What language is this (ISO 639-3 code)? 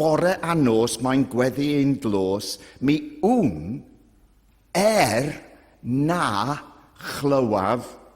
cym